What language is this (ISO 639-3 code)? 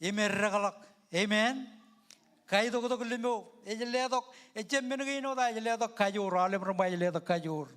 mah